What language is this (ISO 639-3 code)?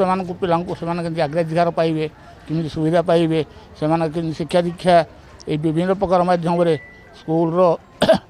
ori